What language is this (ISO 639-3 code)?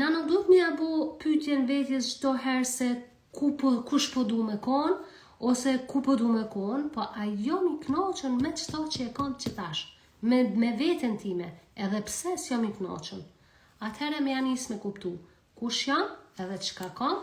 sqi